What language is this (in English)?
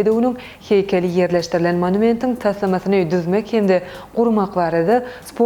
Turkmen